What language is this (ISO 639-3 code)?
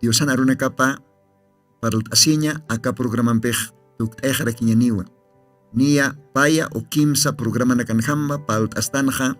aym